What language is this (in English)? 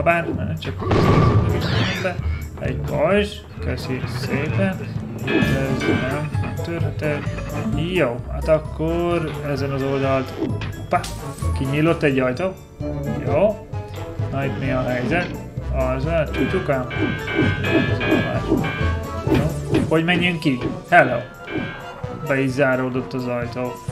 Hungarian